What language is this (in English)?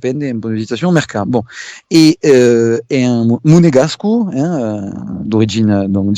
Occitan